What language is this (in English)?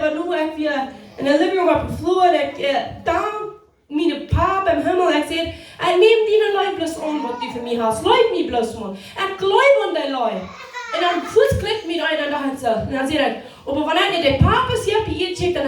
Plautdietsch